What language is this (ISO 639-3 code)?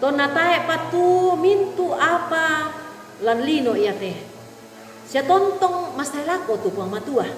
sda